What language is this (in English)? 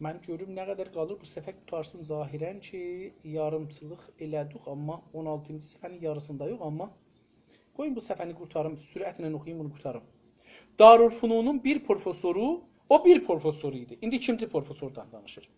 South Azerbaijani